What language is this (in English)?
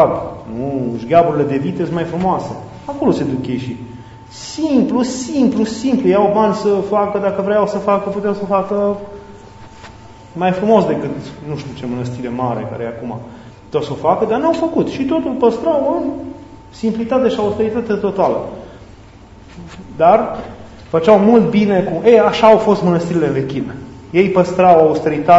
Romanian